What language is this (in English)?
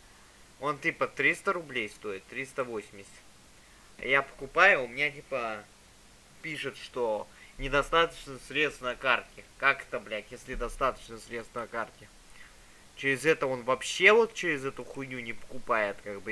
Russian